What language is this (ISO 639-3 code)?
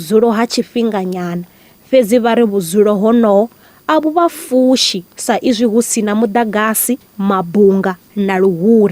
ven